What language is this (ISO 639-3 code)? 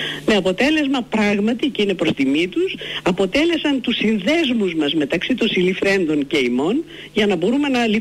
ell